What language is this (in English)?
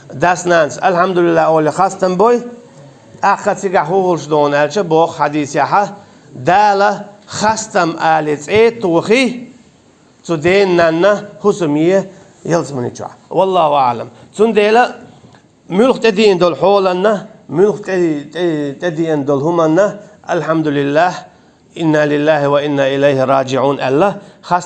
Chechen